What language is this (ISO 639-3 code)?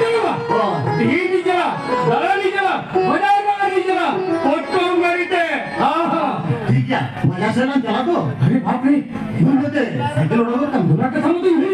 sat